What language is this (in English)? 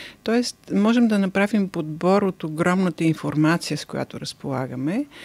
Bulgarian